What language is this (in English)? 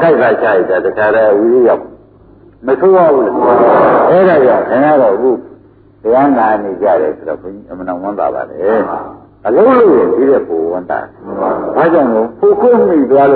Burmese